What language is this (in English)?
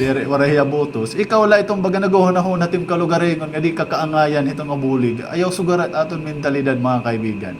Waray